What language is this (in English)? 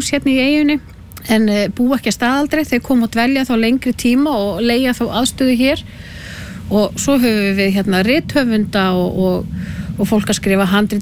Icelandic